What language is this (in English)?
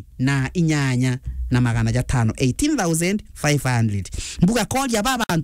Meru